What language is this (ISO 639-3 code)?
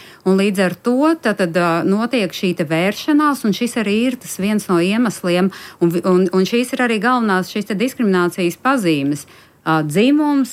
lav